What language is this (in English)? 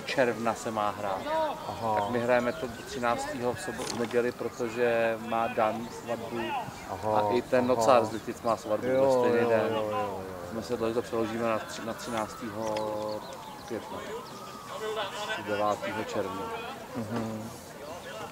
Czech